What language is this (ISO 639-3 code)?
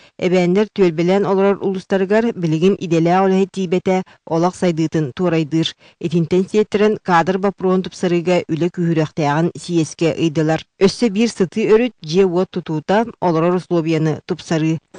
sah